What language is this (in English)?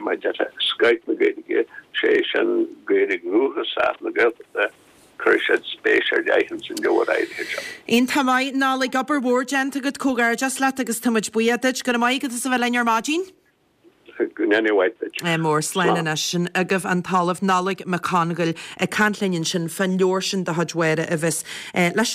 Irish